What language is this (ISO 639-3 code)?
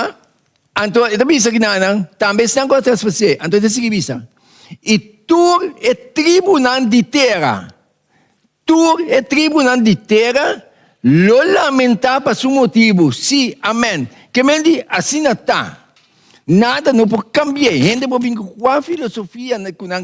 pap